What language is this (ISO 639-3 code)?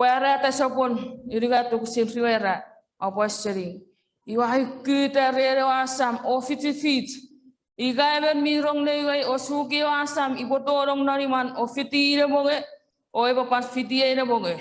chk